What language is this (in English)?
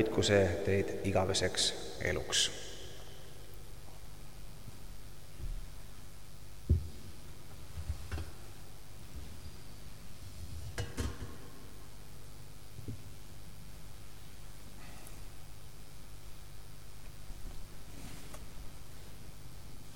Estonian